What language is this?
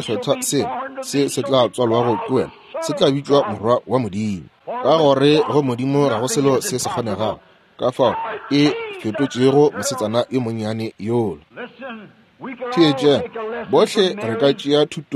Northern Sotho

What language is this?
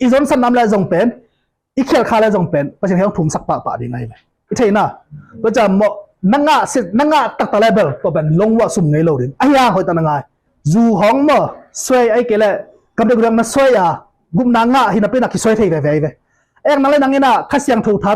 Tedim Chin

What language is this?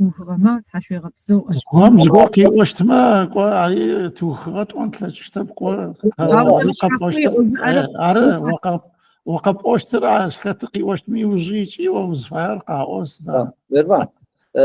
Adyghe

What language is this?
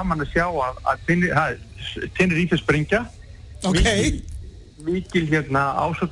Icelandic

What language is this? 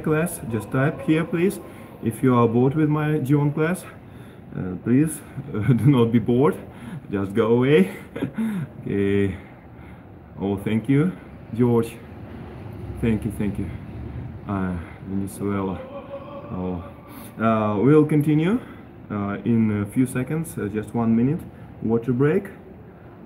Russian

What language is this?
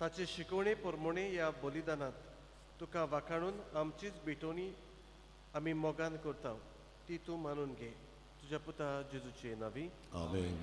Konkani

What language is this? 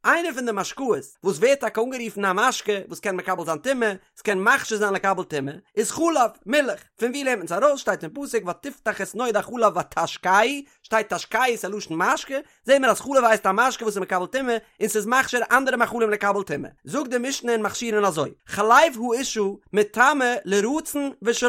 Yiddish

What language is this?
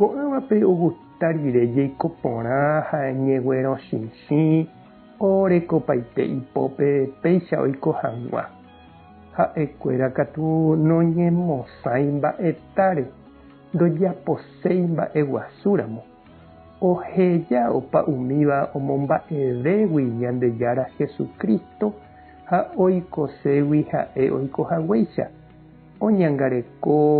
Guarani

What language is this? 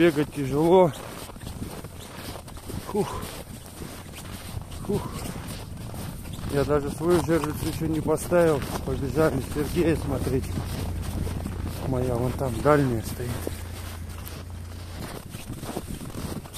Russian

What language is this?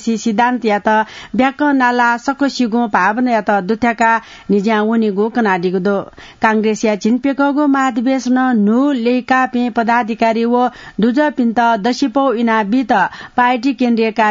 Newari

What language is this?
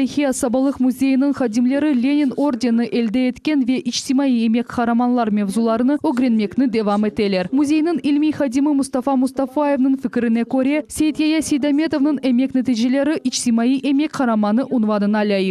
Crimean Tatar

